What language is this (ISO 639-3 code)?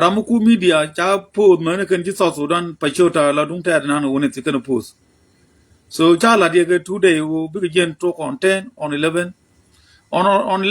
nus